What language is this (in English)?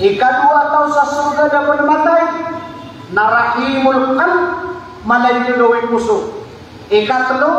Maranao